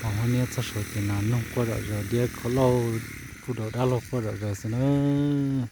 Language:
Hmong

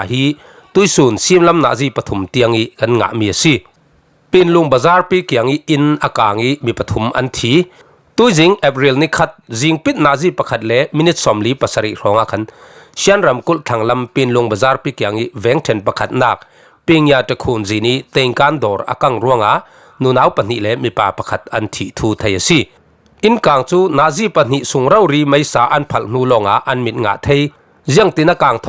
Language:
Falam Chin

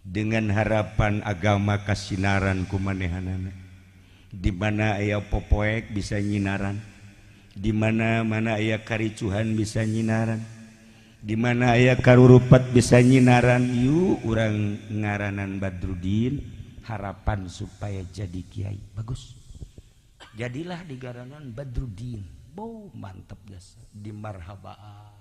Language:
Sundanese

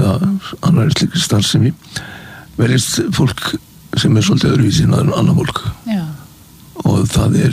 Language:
Icelandic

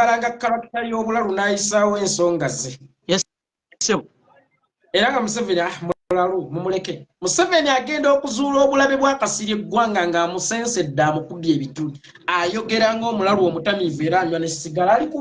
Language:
Ganda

